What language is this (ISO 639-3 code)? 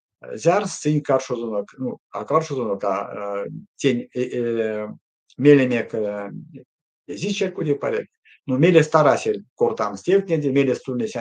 myv